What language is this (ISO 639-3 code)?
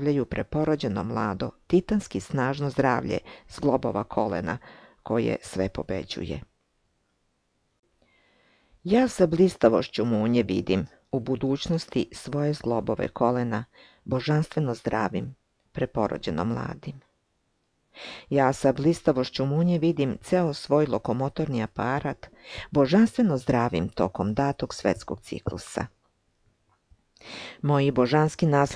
srp